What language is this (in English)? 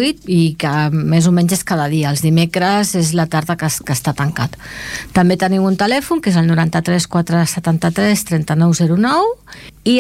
Catalan